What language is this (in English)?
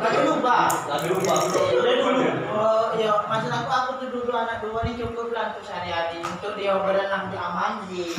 Musi